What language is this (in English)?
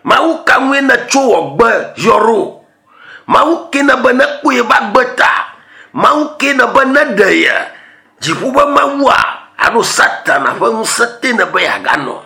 Ewe